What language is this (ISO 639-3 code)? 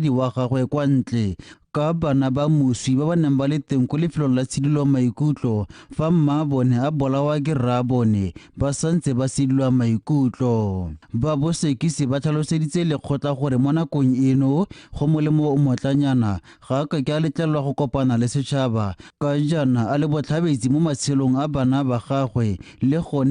tsn